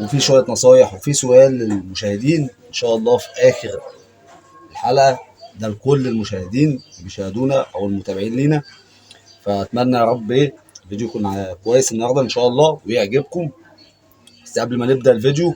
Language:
Egyptian Arabic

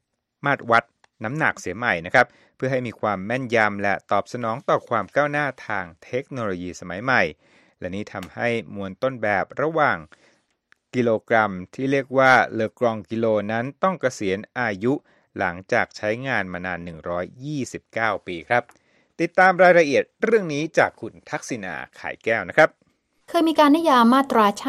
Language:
Thai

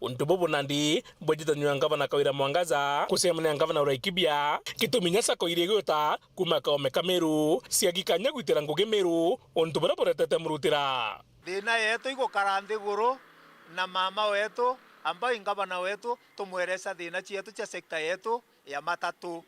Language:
Meru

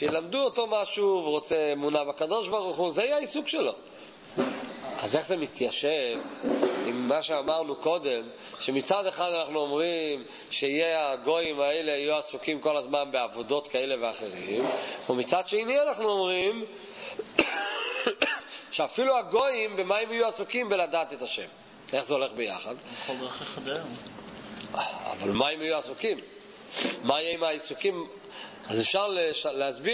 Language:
Hebrew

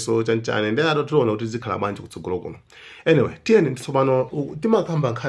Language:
Nyanja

